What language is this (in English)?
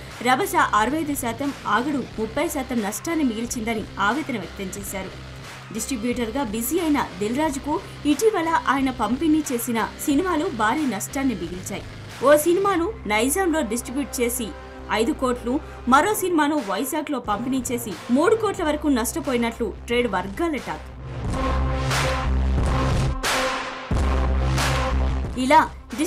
Telugu